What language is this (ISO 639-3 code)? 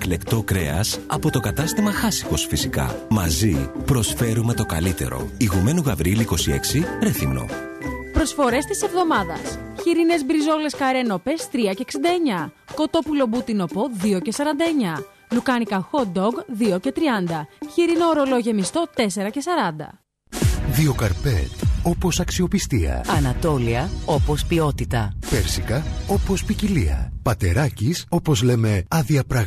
ell